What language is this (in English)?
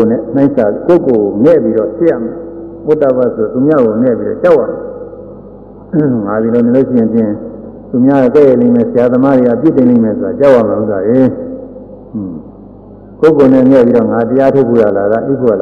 Burmese